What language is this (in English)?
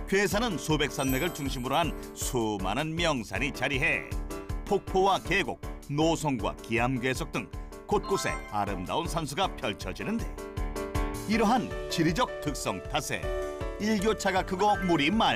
Korean